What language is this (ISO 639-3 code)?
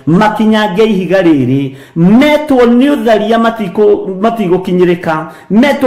kik